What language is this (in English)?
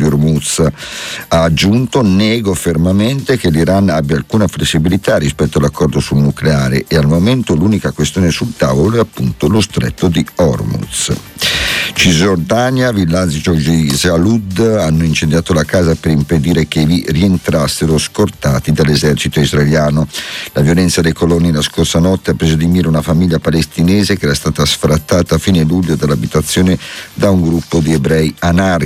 Italian